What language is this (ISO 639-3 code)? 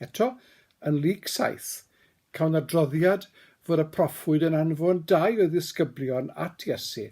cym